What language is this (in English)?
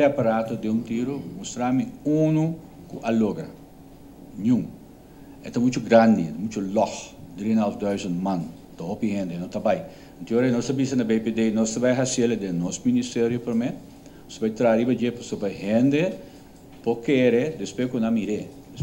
Papiamento